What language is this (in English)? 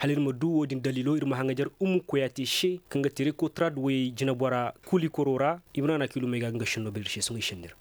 Zarma